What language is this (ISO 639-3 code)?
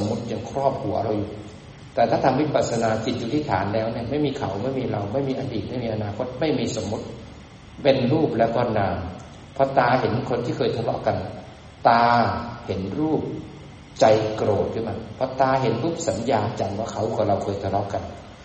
tha